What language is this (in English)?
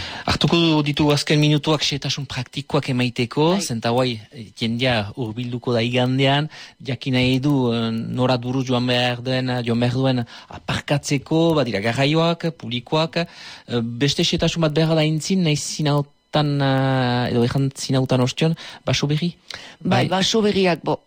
Basque